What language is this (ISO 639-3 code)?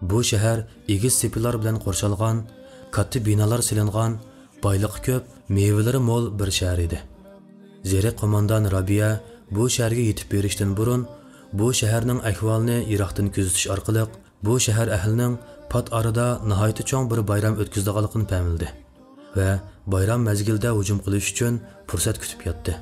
uig